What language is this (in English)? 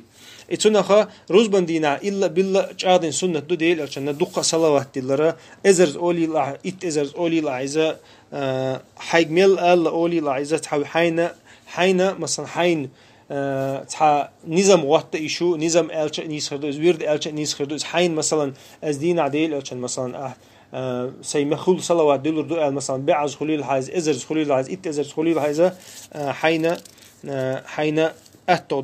Chechen